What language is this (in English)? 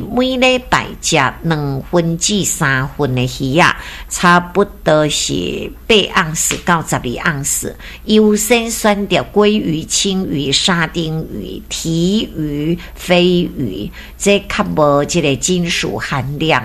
Min Nan Chinese